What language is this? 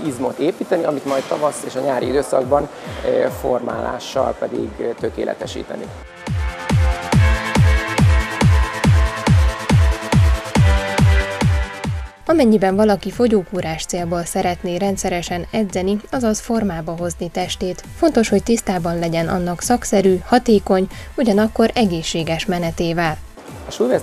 Hungarian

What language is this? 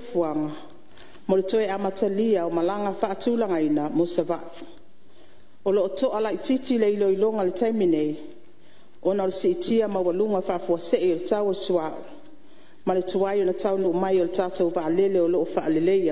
Samoan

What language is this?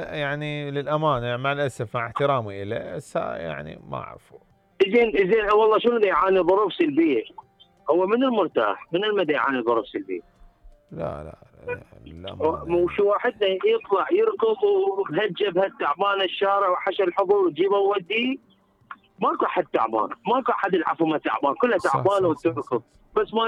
Mesopotamian Arabic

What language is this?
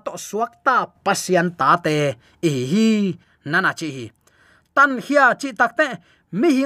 Tedim Chin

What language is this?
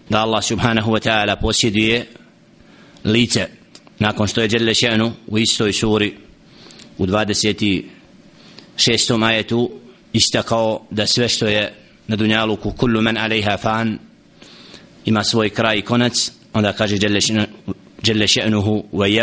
Bosnian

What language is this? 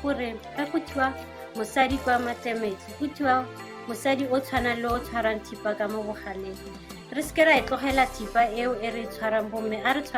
Tswana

